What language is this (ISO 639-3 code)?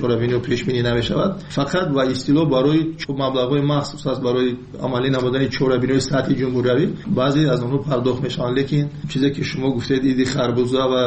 tgk